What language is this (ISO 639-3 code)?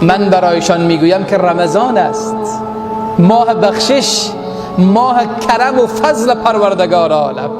fas